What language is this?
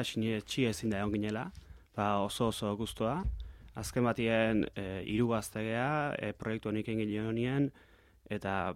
Basque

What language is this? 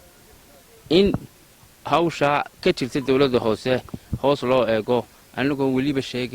Somali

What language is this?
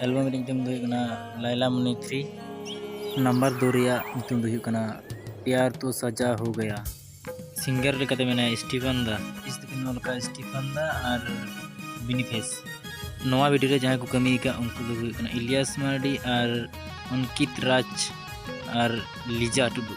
Santali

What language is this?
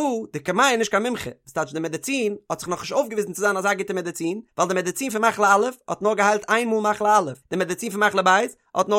Yiddish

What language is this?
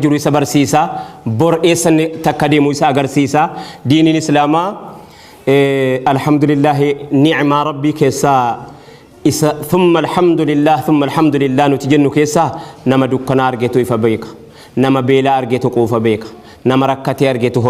Oromo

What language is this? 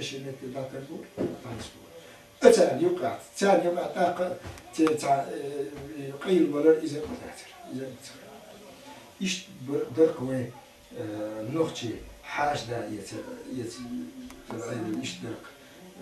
Chechen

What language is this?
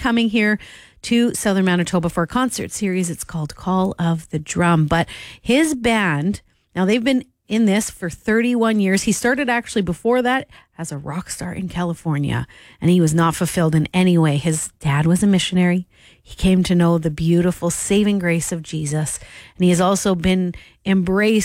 English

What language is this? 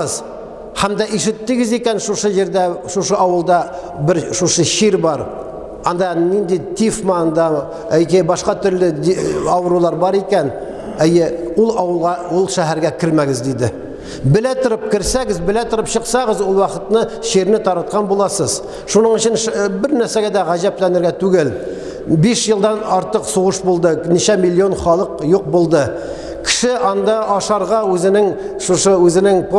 Tatar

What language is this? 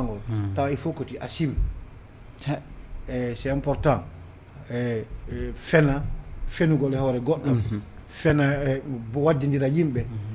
Fula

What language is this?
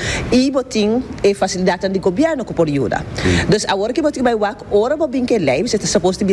Papiamento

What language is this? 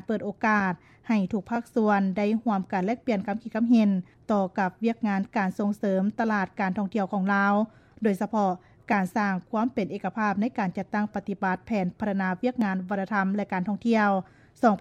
Lao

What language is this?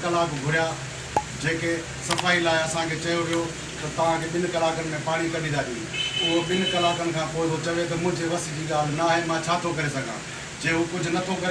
Sindhi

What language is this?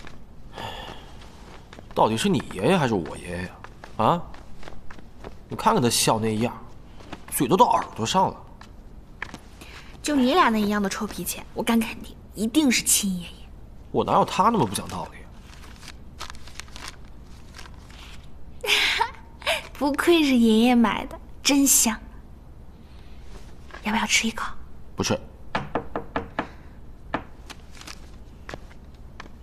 Chinese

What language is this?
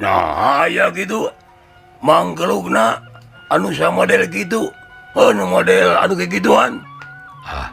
Sundanese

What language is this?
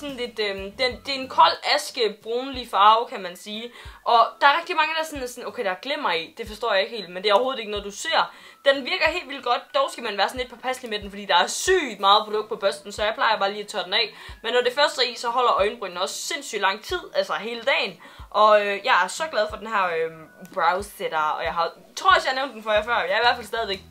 Danish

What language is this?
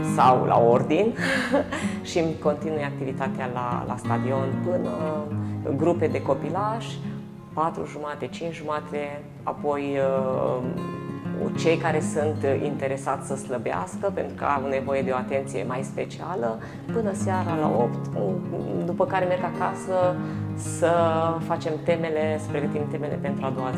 Romanian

